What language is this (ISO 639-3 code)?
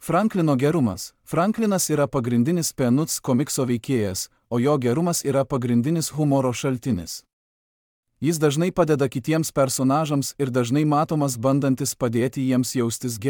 lit